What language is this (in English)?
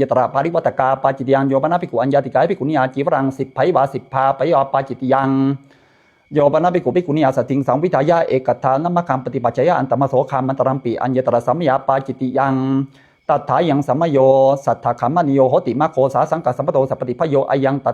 Pali